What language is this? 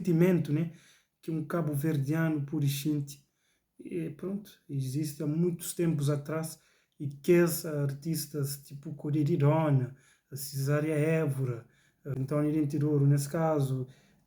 Kabuverdianu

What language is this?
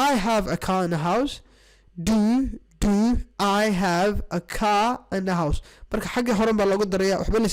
Somali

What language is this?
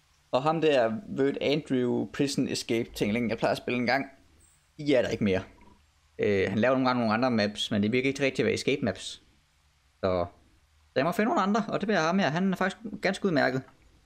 Danish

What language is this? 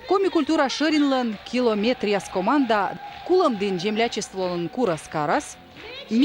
Komi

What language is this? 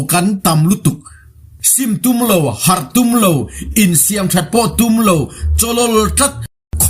Mizo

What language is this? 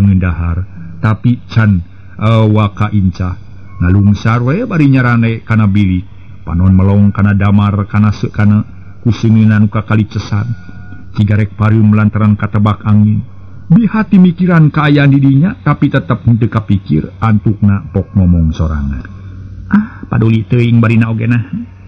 Sundanese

